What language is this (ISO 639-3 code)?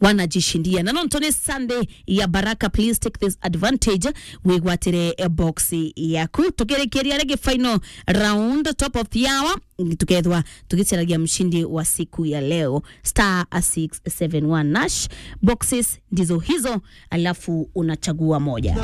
mer